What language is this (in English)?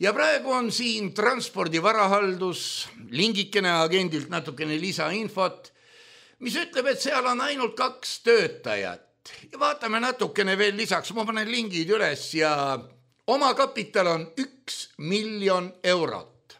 Estonian